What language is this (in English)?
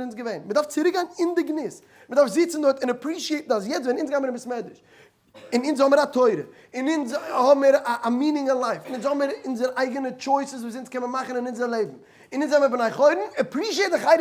Yiddish